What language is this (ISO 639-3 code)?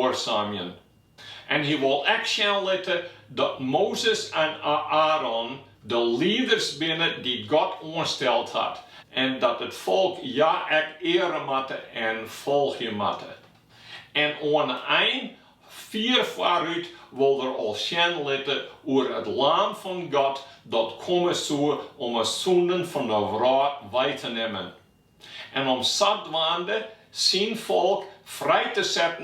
fry